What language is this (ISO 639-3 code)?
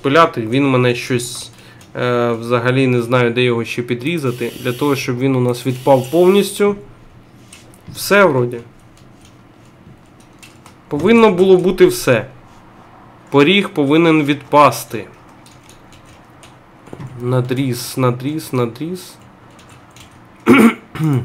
ukr